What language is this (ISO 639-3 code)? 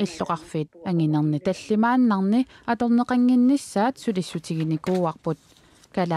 kal